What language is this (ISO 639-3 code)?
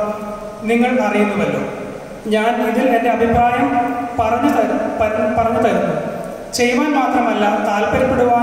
mal